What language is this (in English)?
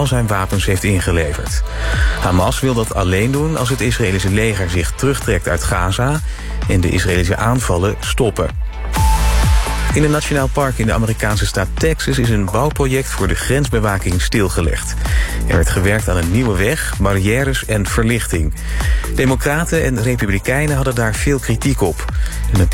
Dutch